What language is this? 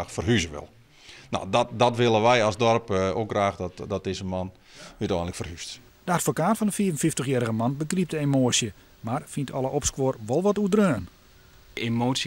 Western Frisian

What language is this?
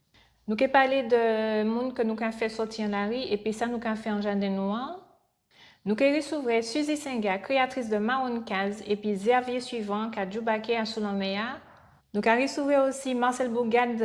Guadeloupean Creole French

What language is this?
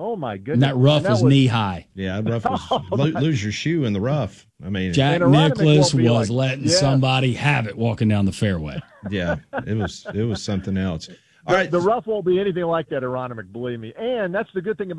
English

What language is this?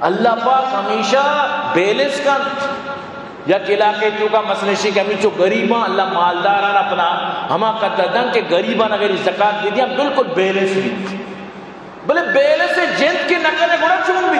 Eastern Balochi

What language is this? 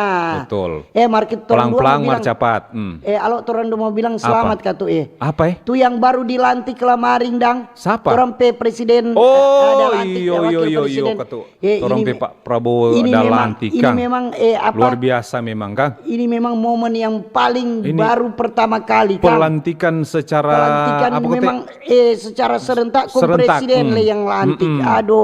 Manado Malay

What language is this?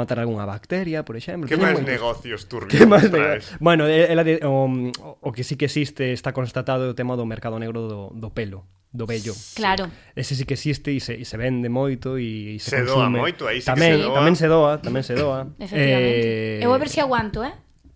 Galician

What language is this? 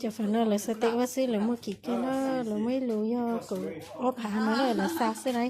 Hmong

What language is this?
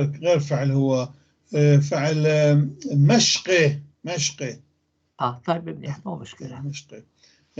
North Levantine Arabic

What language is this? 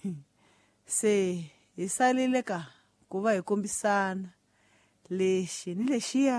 Tsonga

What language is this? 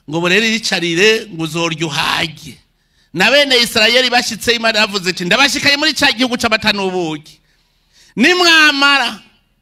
Rundi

